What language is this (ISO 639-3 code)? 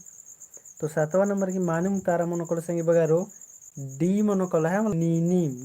kru